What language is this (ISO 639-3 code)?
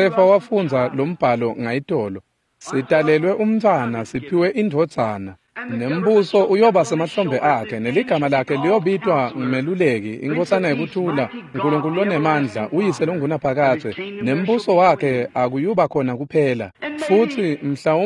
ssw